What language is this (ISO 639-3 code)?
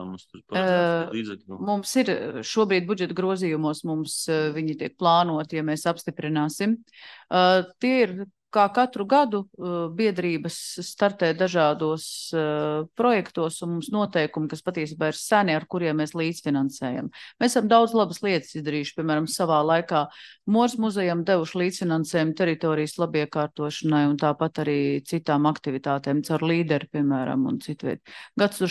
lav